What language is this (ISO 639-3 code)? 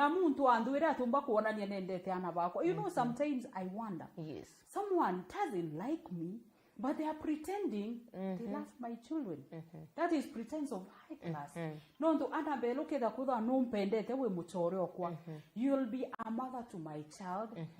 mer